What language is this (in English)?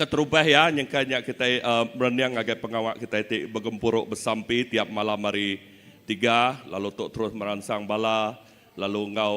Iban